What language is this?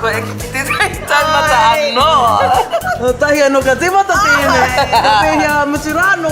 Māori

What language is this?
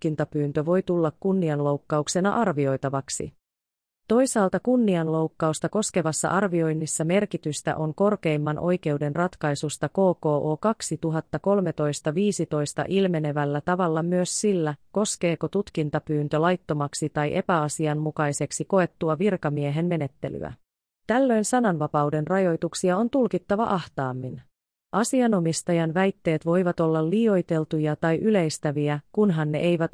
Finnish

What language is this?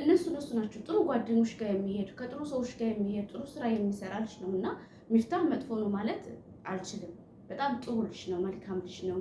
Amharic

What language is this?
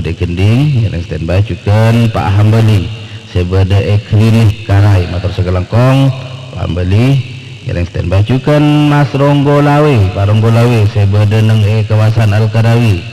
Madurese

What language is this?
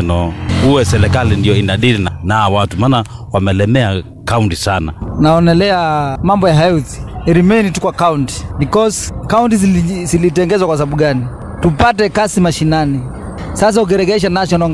Swahili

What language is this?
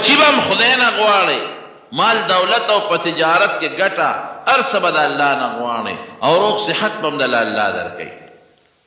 Pashto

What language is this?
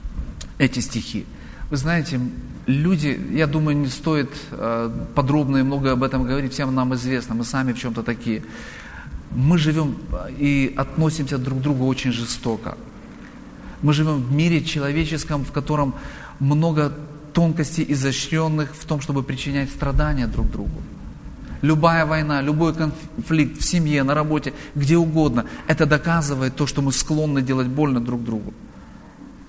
Russian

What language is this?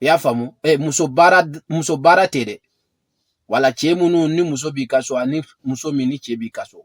Bambara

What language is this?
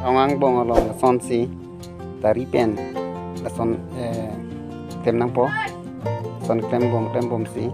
Karbi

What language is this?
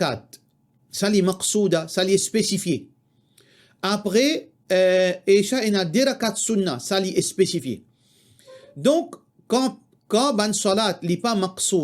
Morisyen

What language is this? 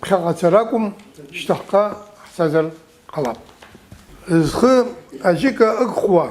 Abkhazian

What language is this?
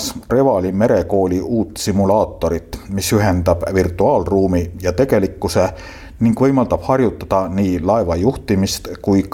Estonian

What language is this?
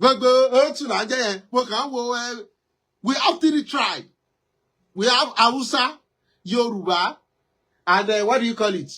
Yoruba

